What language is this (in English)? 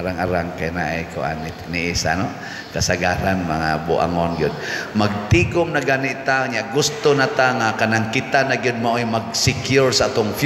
Cebuano